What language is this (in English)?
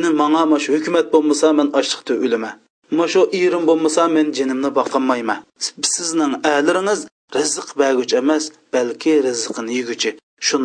Uyghur